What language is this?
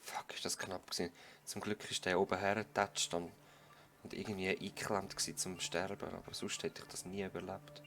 Swiss German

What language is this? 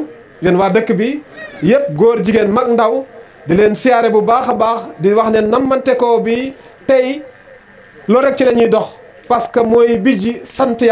Wolof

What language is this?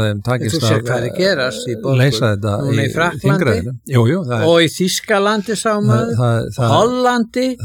Icelandic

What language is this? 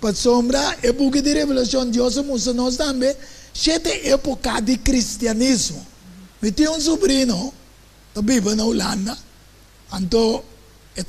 Papiamento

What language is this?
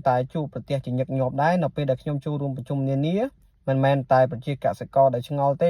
Khmer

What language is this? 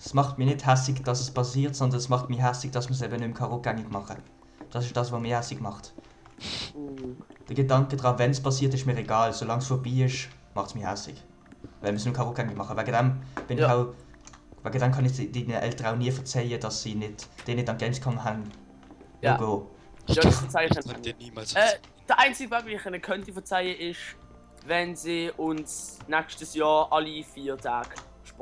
Swiss German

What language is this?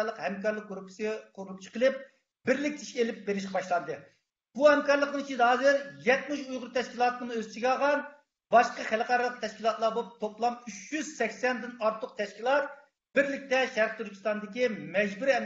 Uyghur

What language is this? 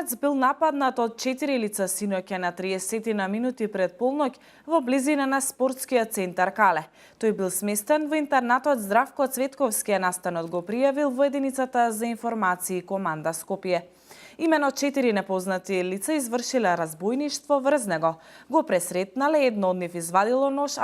Macedonian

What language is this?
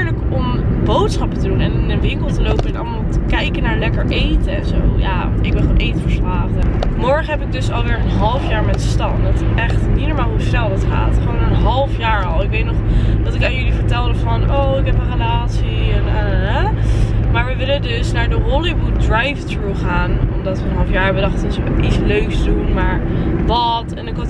Dutch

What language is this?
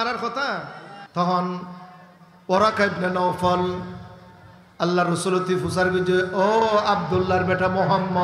Rohingya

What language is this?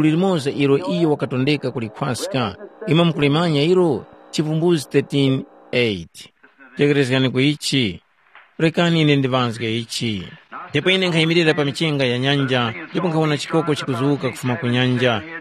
Tumbuka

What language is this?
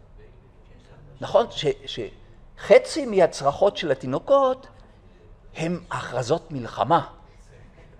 Hebrew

